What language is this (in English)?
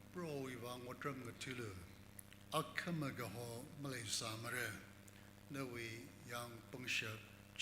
Tangkhul Naga (India)